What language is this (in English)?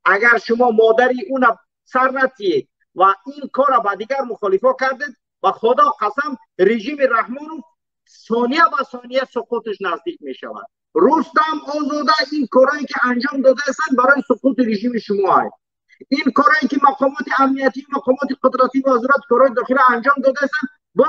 Tajik